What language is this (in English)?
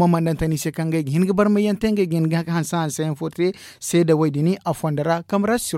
Zarma